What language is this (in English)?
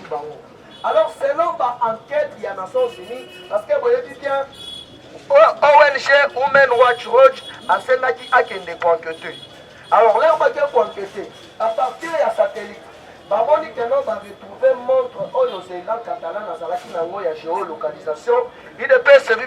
Lingala